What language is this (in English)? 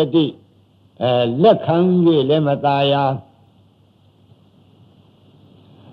Burmese